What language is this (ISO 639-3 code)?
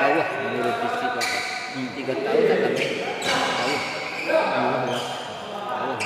min